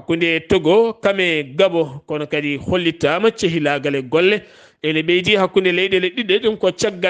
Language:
Fula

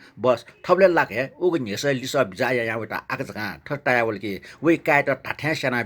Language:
Newari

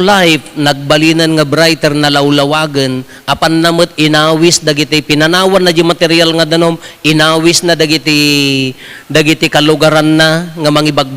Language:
Iloko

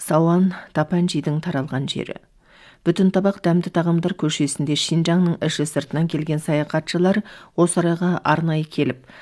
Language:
Kazakh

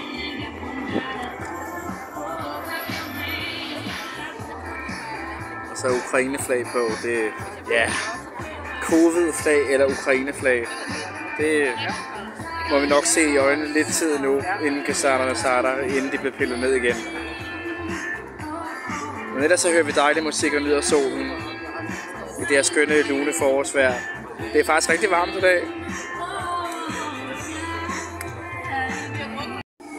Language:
Danish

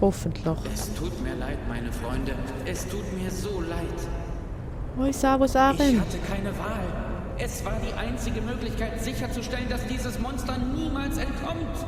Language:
Swiss German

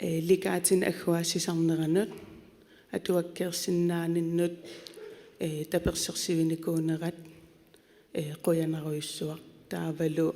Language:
Kalaallisut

